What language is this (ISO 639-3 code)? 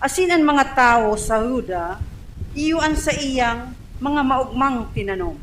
bik